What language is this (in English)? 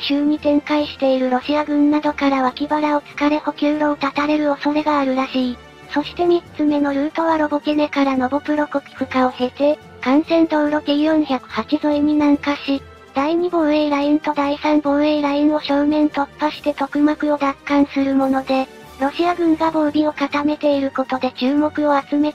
Japanese